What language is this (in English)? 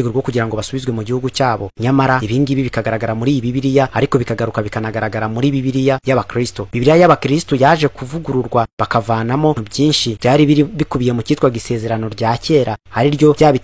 Kinyarwanda